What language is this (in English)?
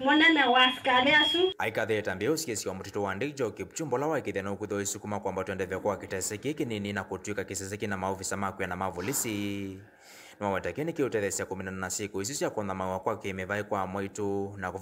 Kamba